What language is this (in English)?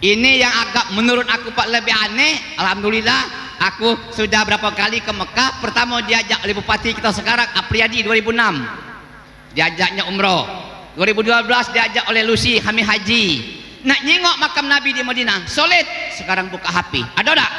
Musi